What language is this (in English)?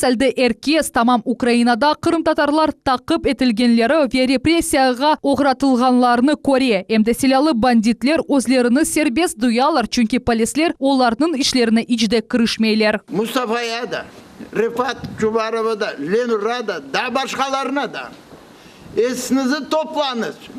Crimean Tatar